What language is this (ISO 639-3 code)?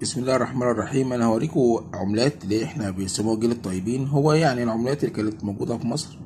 arz